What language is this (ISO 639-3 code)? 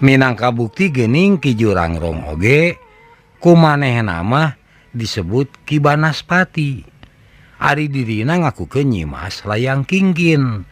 sun